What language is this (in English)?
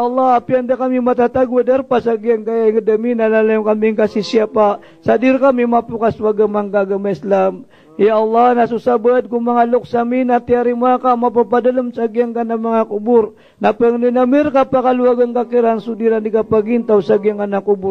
Maranao